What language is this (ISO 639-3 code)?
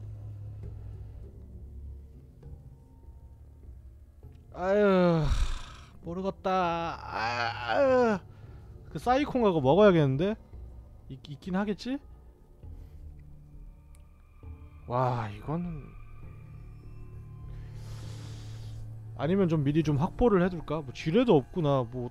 kor